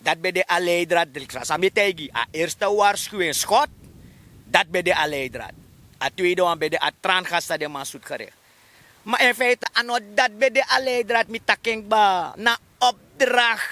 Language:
Sranan Tongo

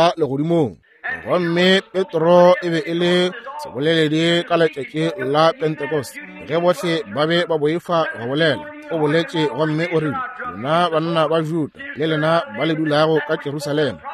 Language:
Northern Sotho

